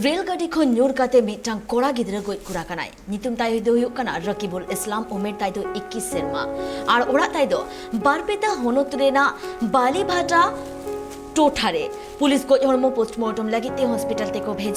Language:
Santali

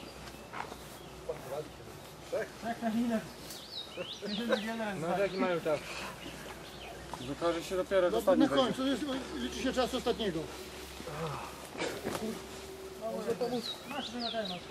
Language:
Polish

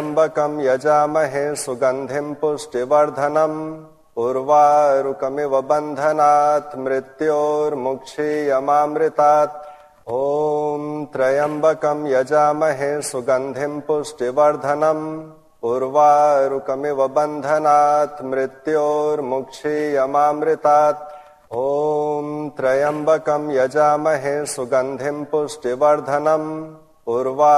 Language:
Sanskrit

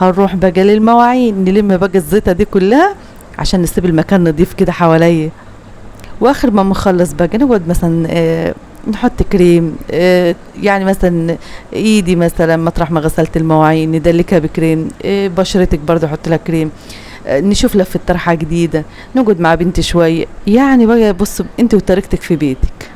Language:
Egyptian Arabic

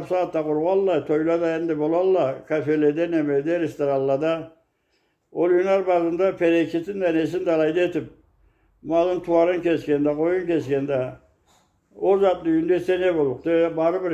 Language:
Karachay-Balkar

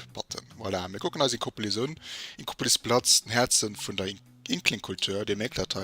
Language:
Luxembourgish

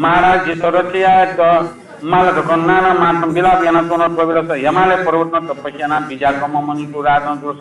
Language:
Newari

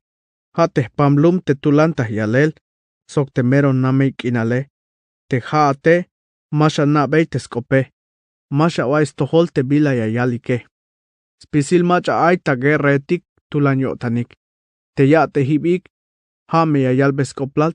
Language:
Tzeltal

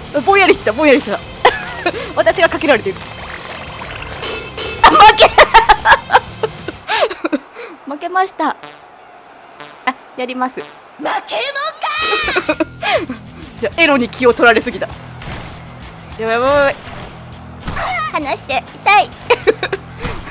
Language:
Japanese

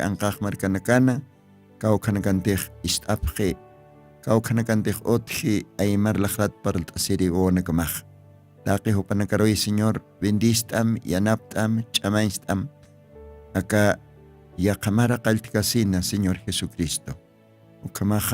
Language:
Aymara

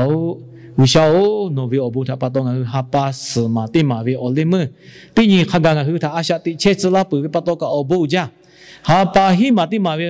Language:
Lahu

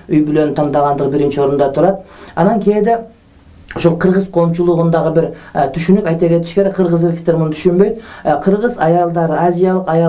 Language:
Kyrgyz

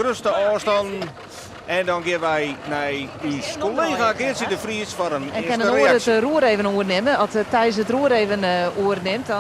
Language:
Western Frisian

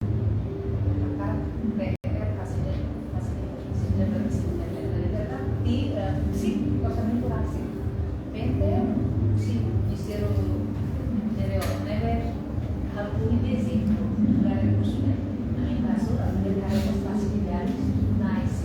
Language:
Tetum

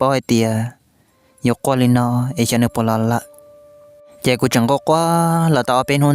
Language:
Hmong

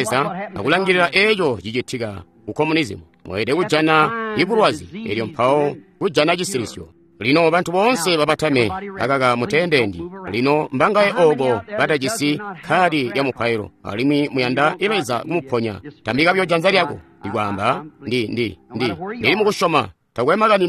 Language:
Tonga (Zambia)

